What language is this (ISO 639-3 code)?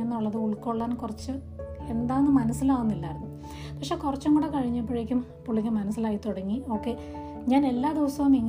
mal